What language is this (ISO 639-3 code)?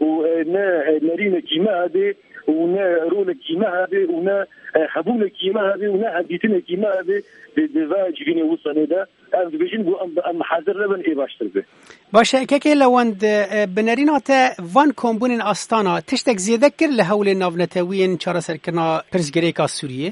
kur